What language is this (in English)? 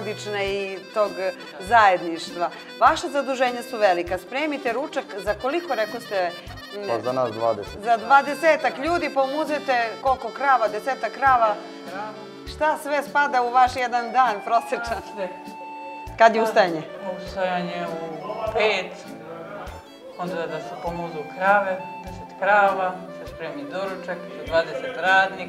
Serbian